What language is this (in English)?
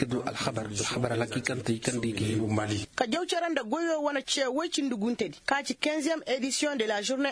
Koyraboro Senni